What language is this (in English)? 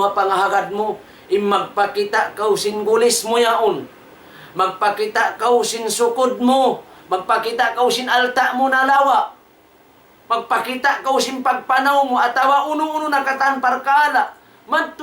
Tausug